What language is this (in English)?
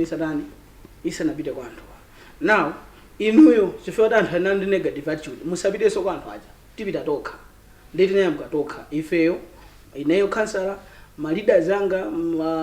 Nyanja